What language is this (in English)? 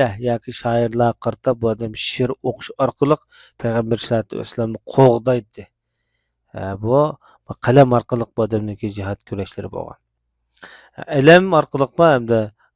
Uyghur